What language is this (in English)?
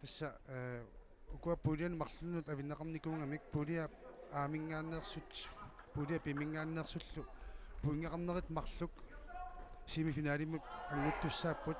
Kalaallisut